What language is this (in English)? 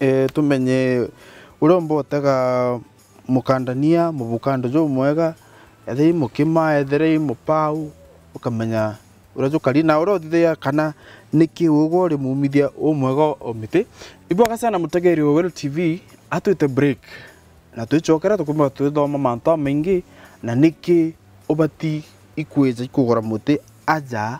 Meru